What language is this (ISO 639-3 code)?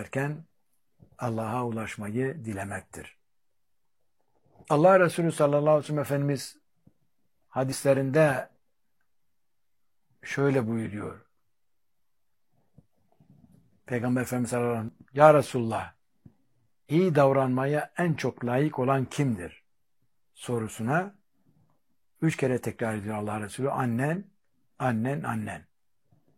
tur